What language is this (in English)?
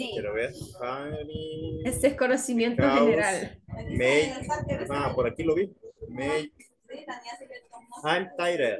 Spanish